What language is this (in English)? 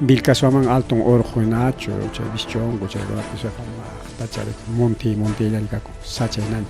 Ayacucho Quechua